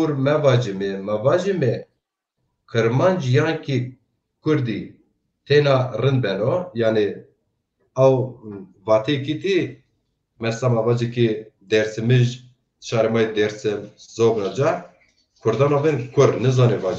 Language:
Zaza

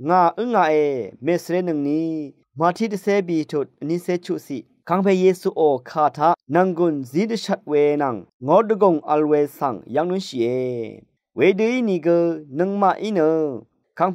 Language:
Rawang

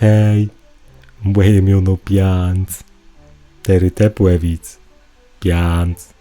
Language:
Kashubian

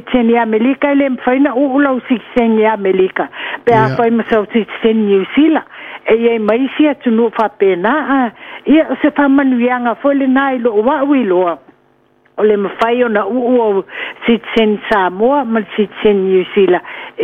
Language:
Samoan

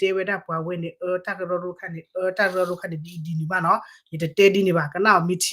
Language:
S'gaw Karen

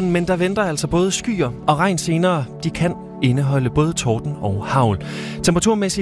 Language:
Danish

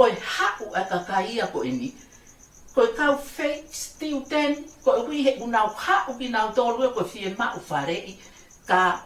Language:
Tongan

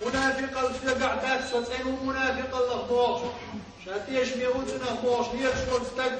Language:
Chechen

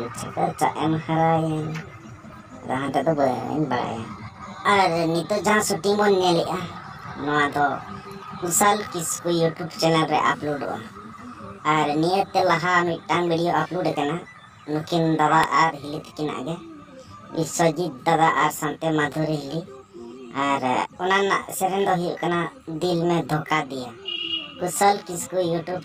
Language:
Santali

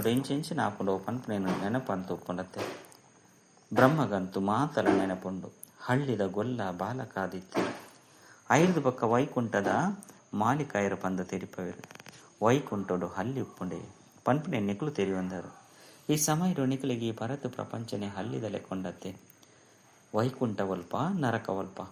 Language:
Tulu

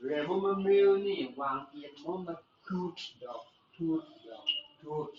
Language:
Acoli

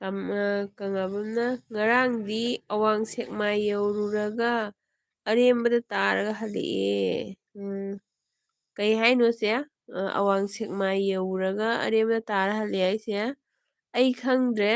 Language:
Manipuri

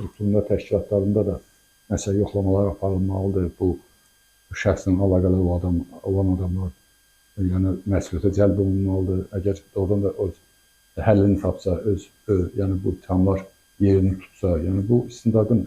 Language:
Azerbaijani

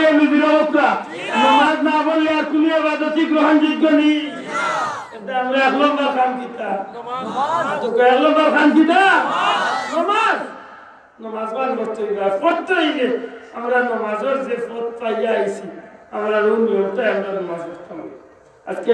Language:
Sylheti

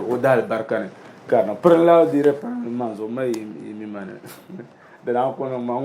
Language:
Dagbani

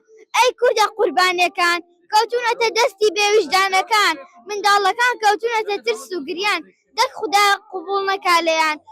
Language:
Central Kurdish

